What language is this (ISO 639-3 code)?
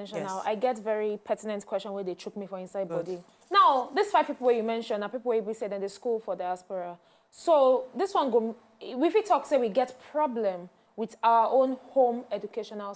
pcm